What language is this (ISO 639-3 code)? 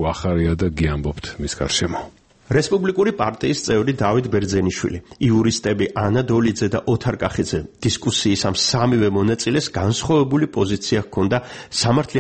kat